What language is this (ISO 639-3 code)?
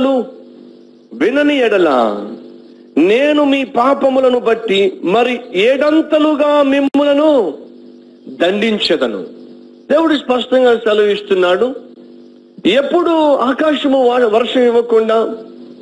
tel